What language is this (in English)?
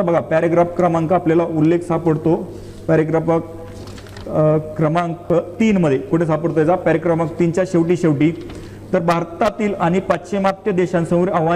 Marathi